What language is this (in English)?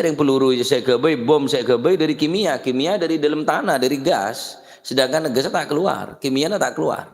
Madurese